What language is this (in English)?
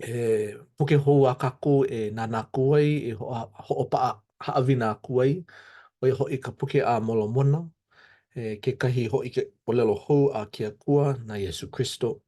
Hawaiian